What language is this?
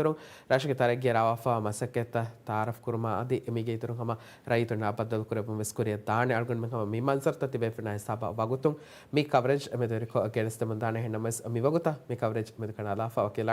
Divehi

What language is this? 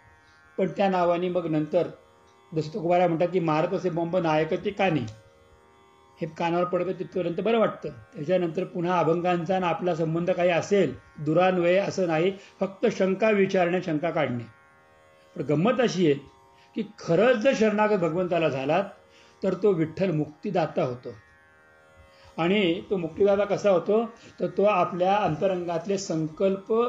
Marathi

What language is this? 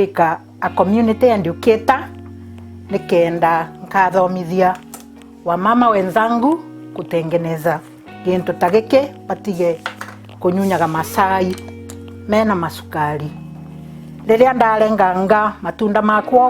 Meru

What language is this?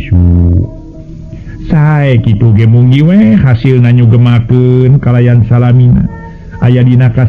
Sundanese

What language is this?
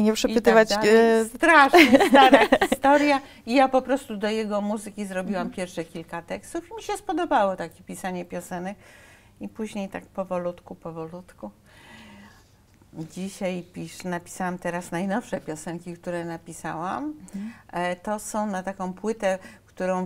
Polish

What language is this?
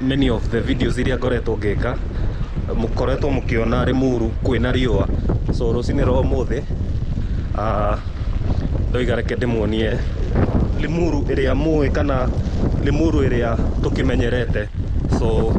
Kikuyu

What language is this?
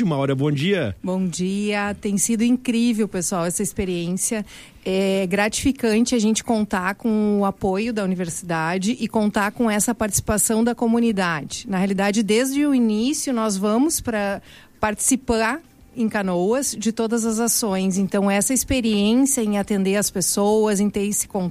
Portuguese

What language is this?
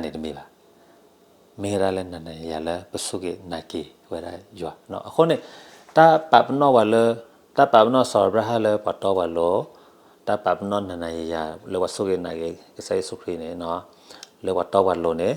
S'gaw Karen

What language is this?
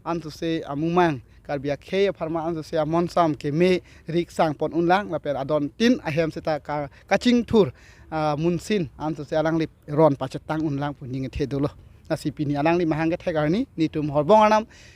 Karbi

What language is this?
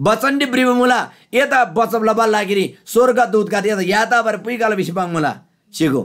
Eastern Tamang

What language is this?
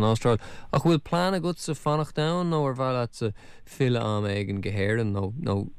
Irish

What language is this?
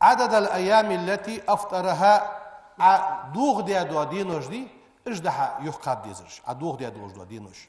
Ingush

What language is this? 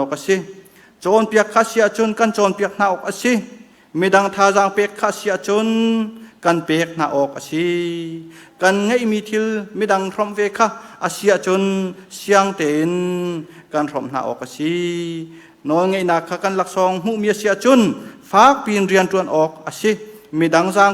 Hakha Chin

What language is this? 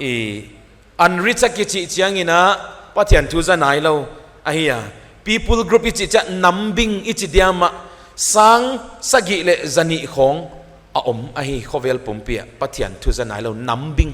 Paite Chin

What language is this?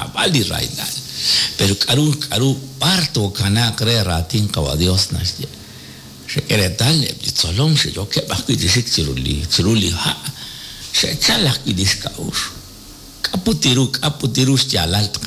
Kekchí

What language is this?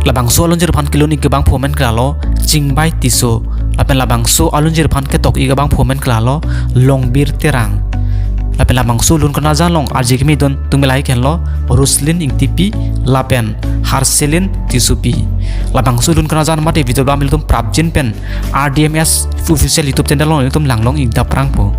Karbi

